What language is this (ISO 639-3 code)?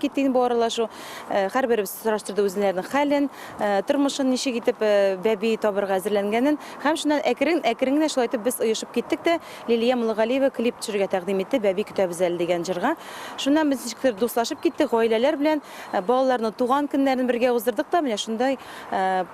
tat